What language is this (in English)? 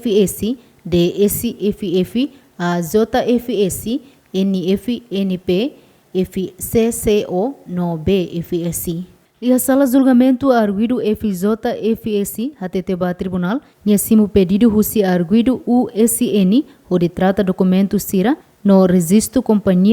Tetum